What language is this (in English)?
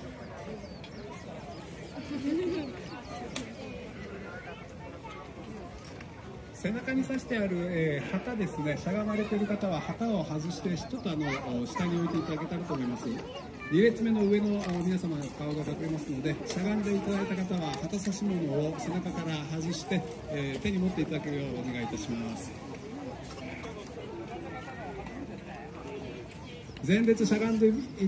Japanese